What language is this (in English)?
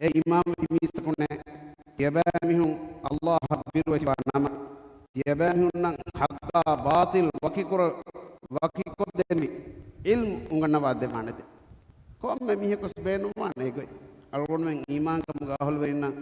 Divehi